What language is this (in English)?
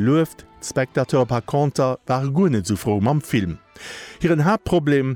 Luxembourgish